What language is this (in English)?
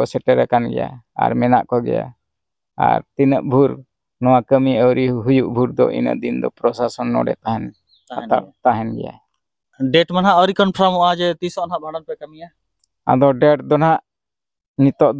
Santali